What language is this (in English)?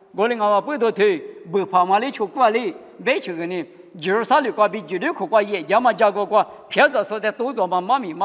Lisu